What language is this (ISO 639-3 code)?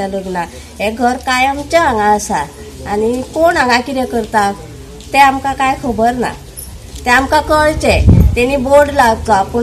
kok